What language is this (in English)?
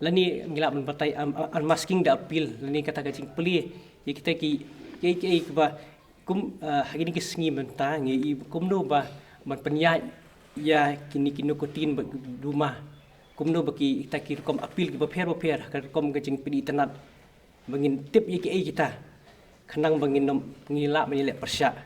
Khasi